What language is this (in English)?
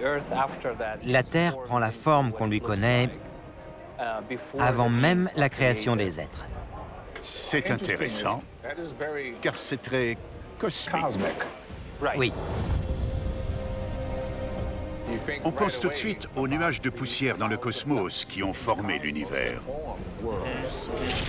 French